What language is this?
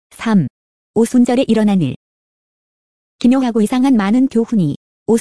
Korean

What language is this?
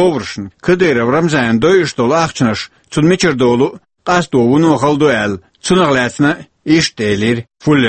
Chechen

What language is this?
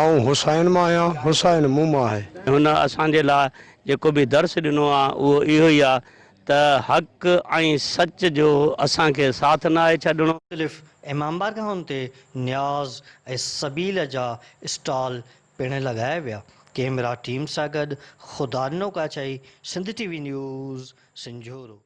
Sindhi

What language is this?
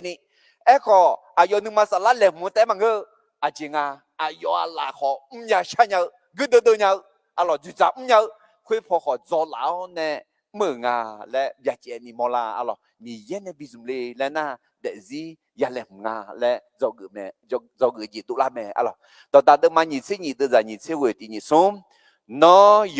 Akha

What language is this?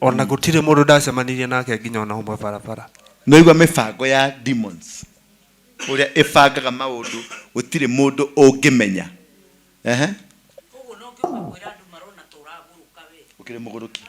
Kikuyu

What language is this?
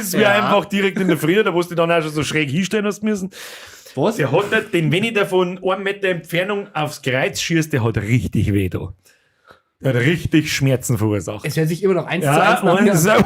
Bavarian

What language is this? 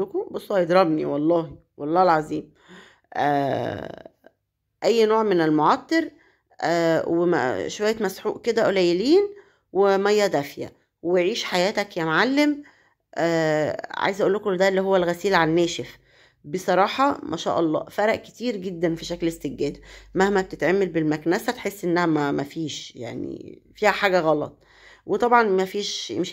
Egyptian Arabic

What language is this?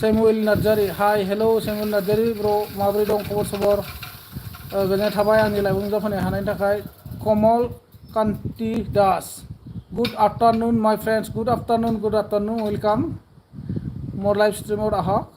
Bodo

